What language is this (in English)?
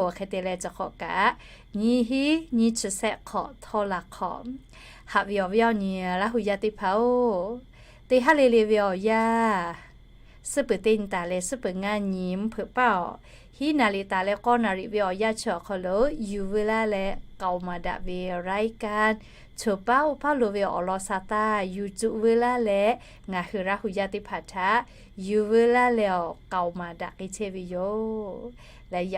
Lahu